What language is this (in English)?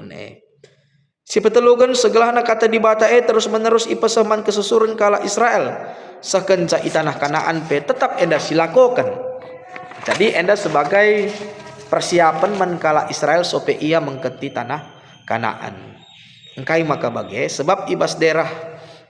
Batak Karo